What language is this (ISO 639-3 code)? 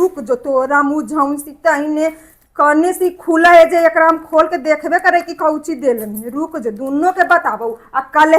mag